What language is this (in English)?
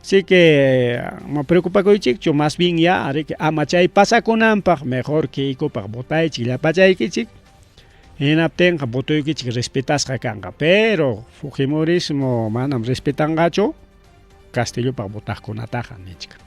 Ayacucho Quechua